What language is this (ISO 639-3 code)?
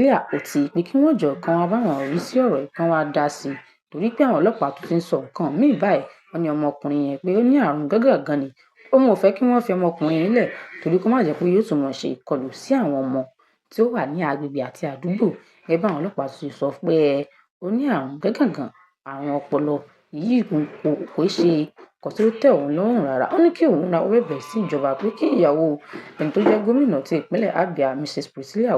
yor